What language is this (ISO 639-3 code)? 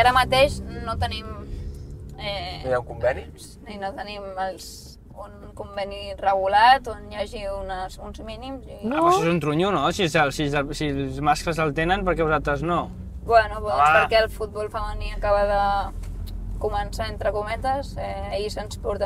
cat